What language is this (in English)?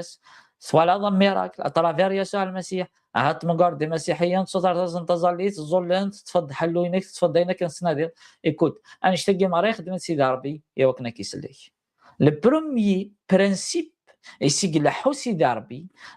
Kabyle